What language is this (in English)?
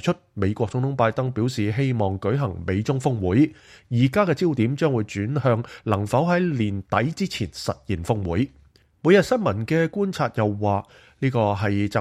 Cantonese